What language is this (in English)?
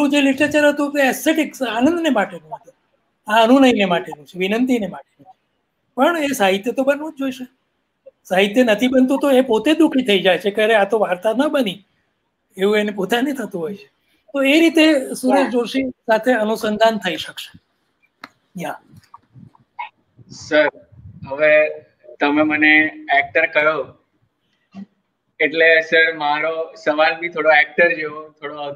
Gujarati